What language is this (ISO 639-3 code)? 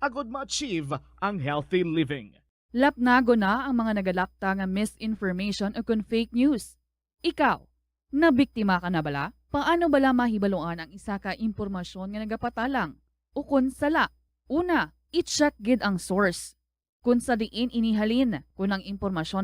hil